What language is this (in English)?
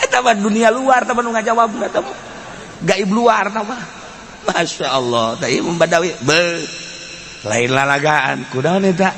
Sundanese